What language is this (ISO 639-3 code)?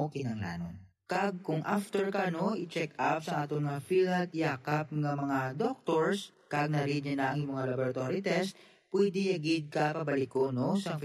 hil